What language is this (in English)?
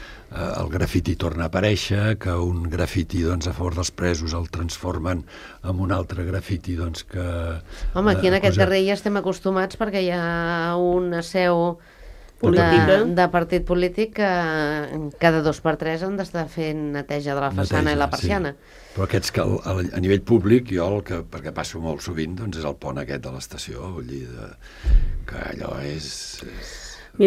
Catalan